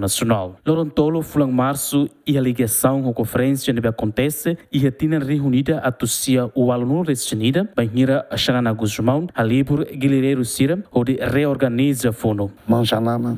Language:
Tetum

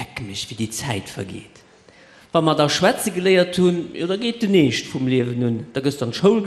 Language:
Luxembourgish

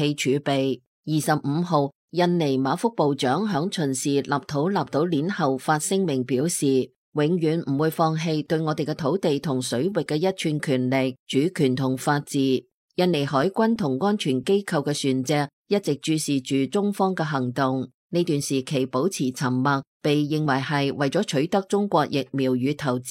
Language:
Cantonese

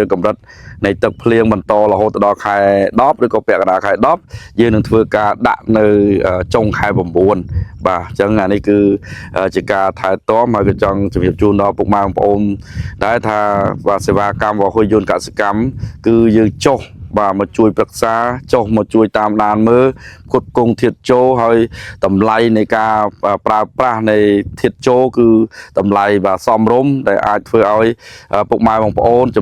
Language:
Khmer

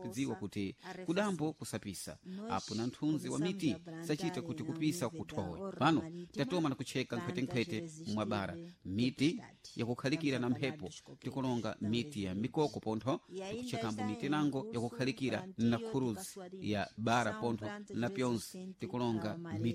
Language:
Sena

